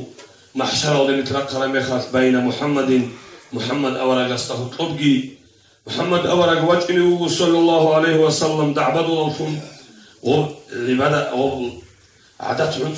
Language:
Avaric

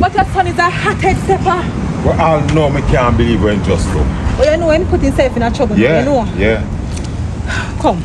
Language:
Jamaican Creole English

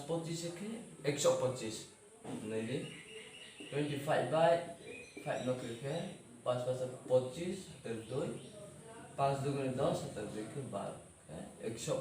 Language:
Riang (India)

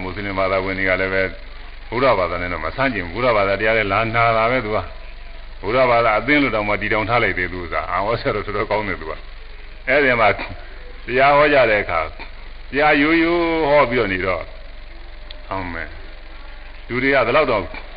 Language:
Burmese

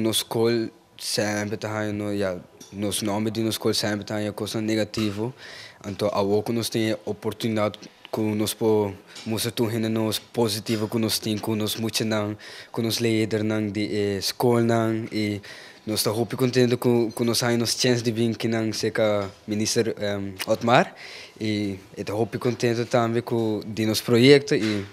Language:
Papiamento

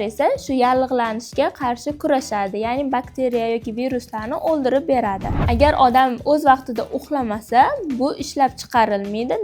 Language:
Uzbek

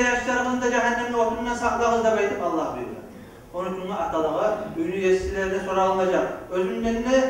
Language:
Kumyk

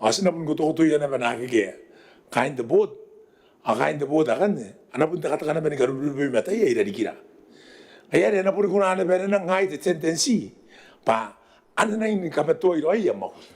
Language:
Gilbertese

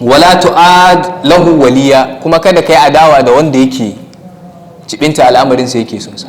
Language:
Hausa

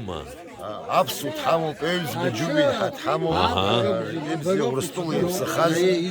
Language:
Abkhazian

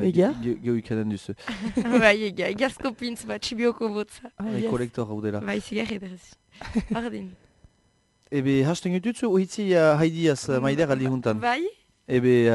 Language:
Basque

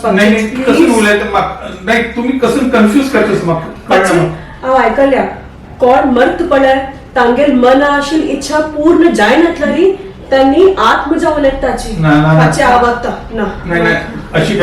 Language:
Konkani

